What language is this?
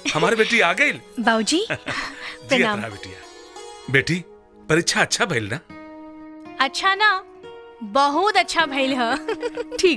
Bhojpuri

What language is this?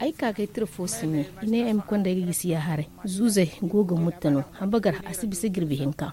Zarma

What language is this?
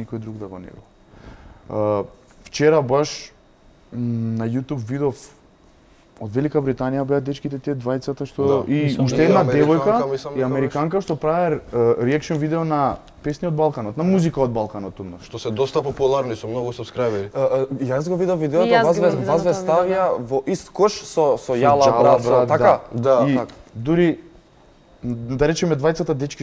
Macedonian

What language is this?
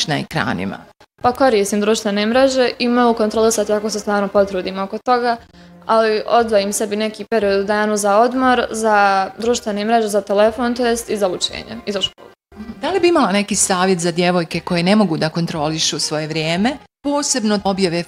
Bosnian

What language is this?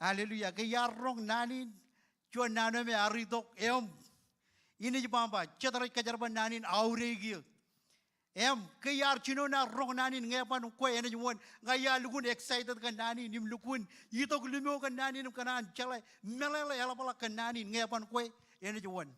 Marshallese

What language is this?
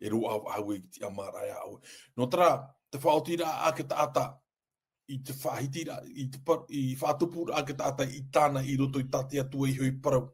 Tahitian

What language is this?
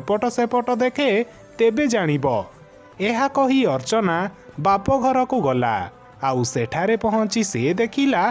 Odia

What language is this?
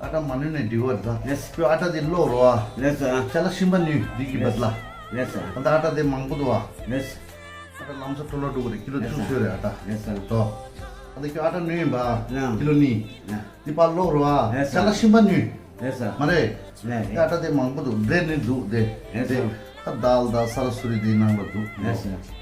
Tibetan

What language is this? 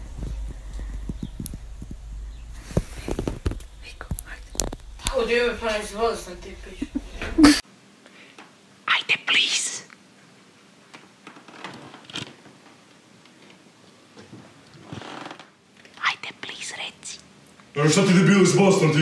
Croatian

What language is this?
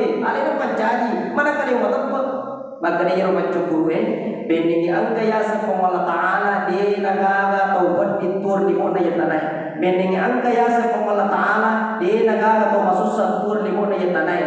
Buginese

